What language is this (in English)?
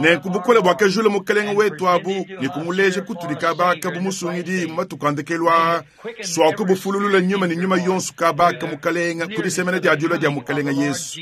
Luba-Lulua